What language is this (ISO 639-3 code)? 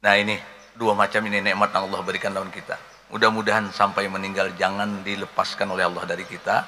bjn